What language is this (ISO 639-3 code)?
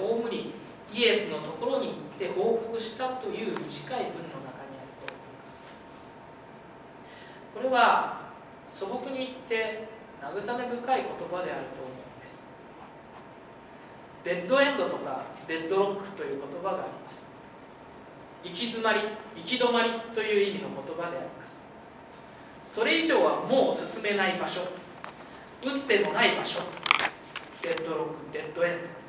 jpn